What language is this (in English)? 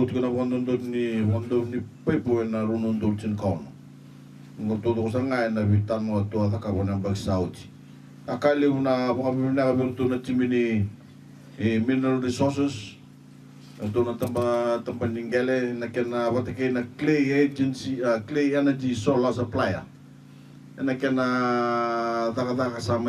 Fijian